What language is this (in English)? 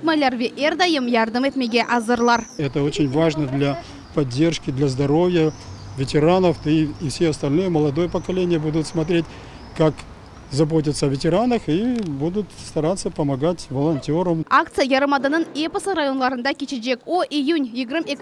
Crimean Tatar